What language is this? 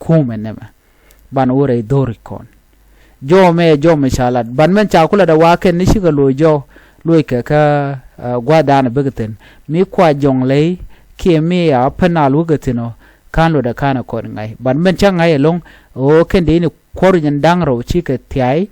Nuer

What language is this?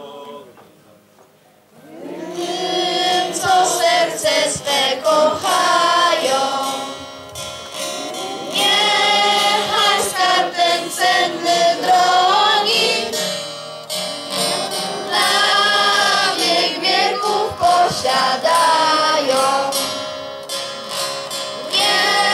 Polish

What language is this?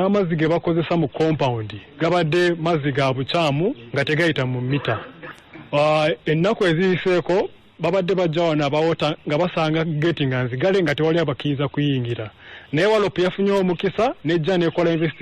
Ganda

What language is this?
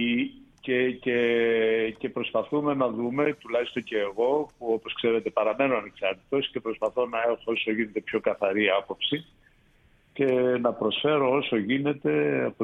Greek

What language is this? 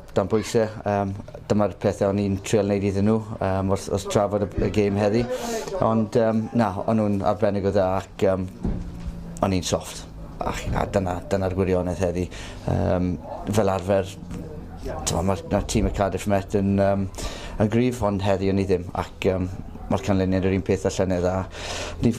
Welsh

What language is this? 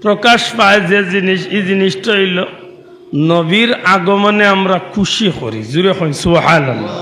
Sylheti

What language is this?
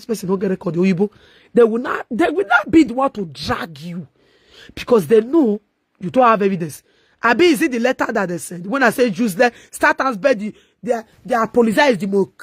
Nigerian Pidgin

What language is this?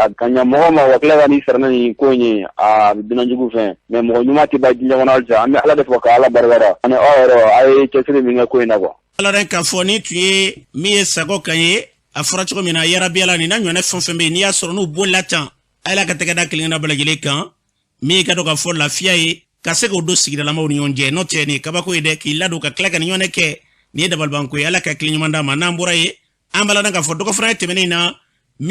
Bambara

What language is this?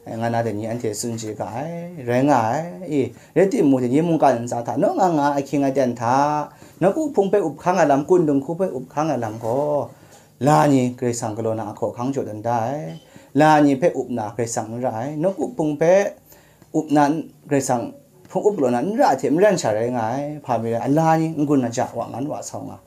Kachin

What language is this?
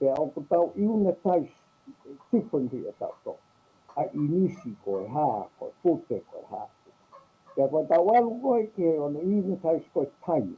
Tongan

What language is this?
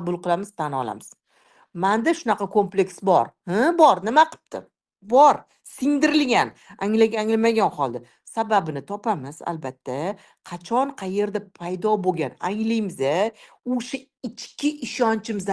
Uzbek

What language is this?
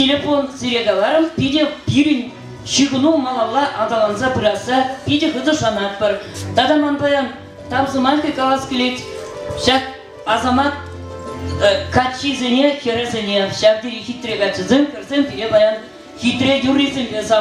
Chuvash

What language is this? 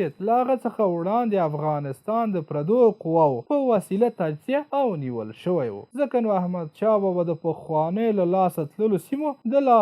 Pashto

